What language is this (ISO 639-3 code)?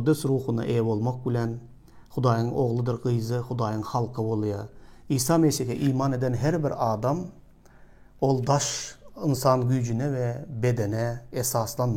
tuk